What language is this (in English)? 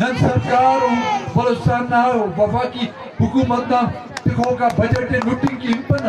Brahui